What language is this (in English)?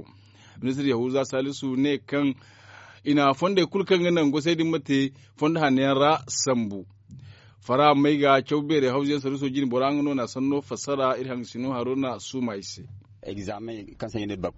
Zarma